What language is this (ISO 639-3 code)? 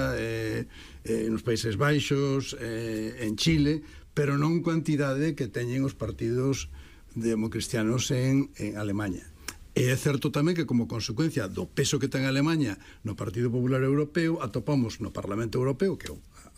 glg